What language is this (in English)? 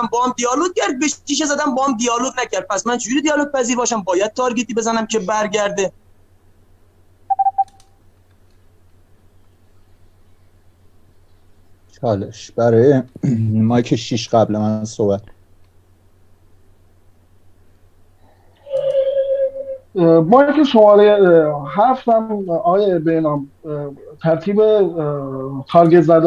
Persian